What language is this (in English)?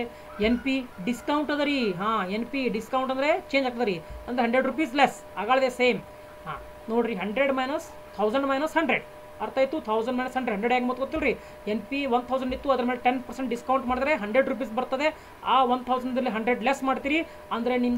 Kannada